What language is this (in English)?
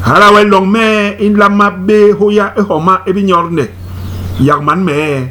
Basaa